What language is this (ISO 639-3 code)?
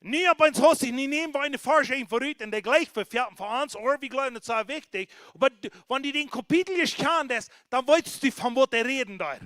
pdt